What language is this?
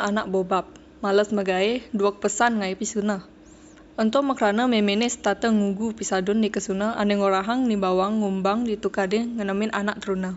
Balinese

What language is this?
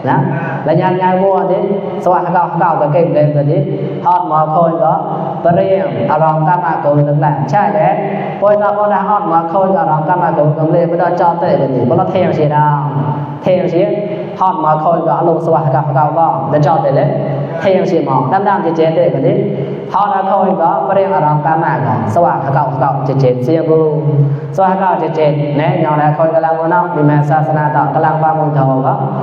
Mon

